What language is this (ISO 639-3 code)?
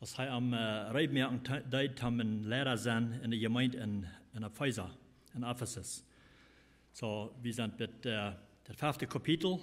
pdt